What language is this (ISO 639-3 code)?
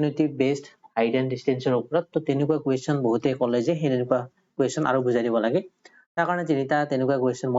asm